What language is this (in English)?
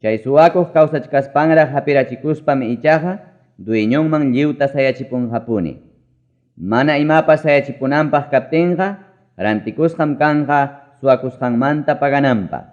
Ayacucho Quechua